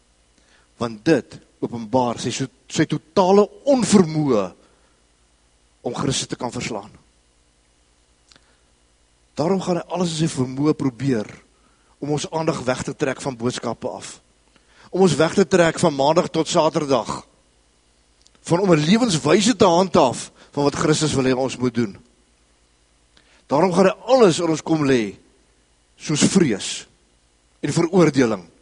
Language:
Afrikaans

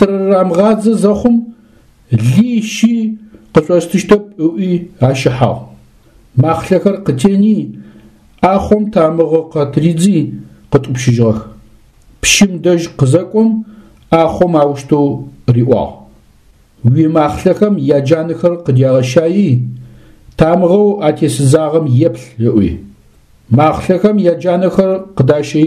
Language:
Adyghe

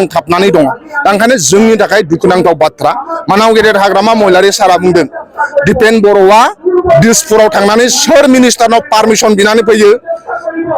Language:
Bodo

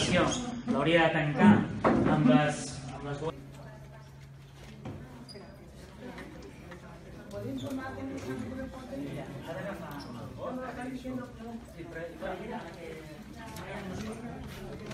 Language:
Catalan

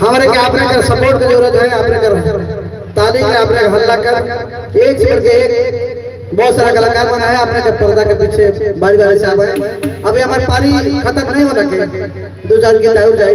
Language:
Sadri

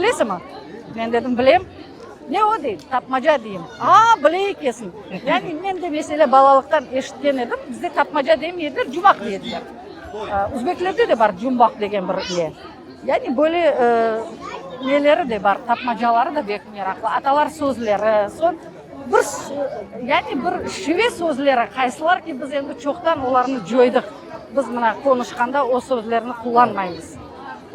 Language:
Crimean Tatar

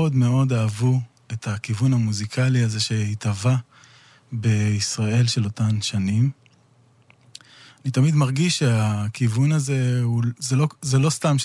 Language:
Hebrew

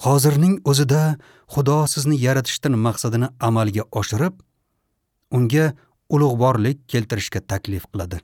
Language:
Uzbek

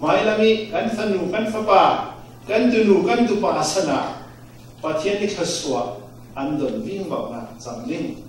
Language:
Falam Chin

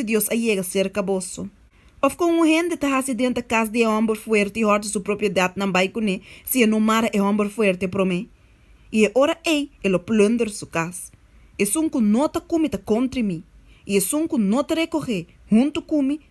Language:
Papiamento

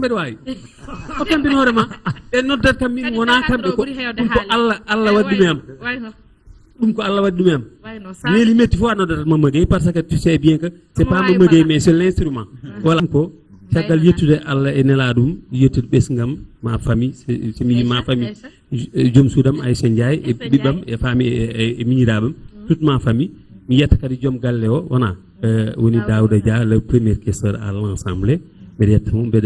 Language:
Fula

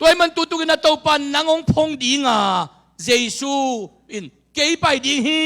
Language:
Tedim Chin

